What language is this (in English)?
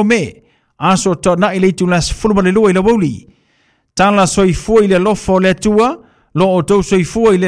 Samoan